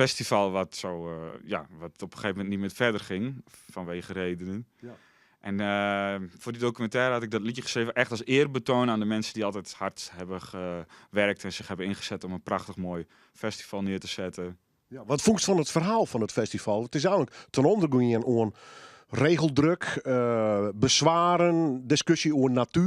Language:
Western Frisian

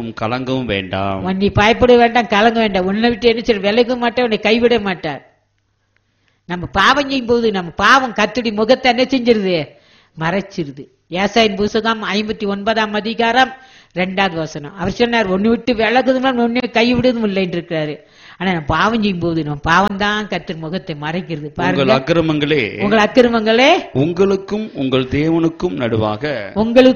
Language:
Tamil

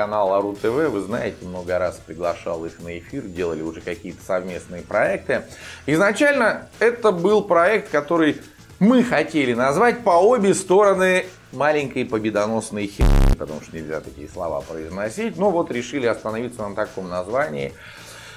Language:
Russian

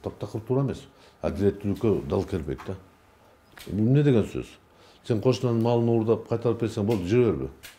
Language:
Kyrgyz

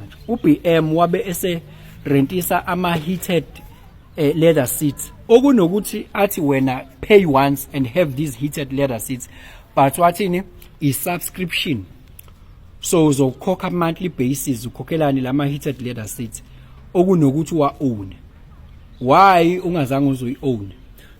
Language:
Zulu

